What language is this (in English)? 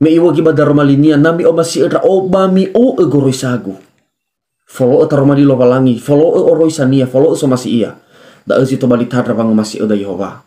Nias